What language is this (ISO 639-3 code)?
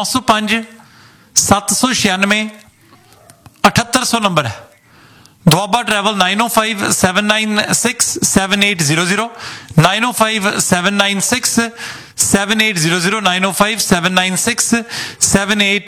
pan